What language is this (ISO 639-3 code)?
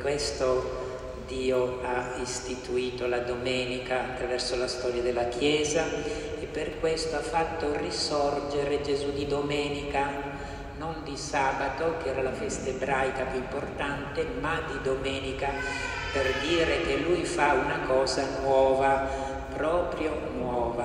ita